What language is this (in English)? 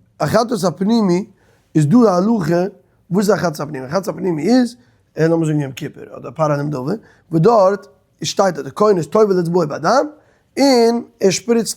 Yiddish